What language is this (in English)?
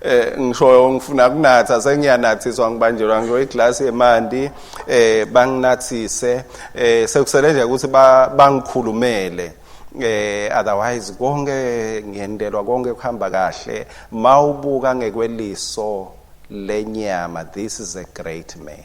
Swati